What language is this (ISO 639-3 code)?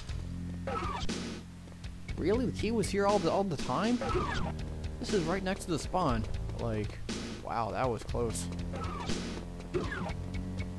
eng